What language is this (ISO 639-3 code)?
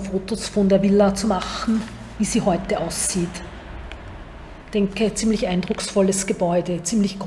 deu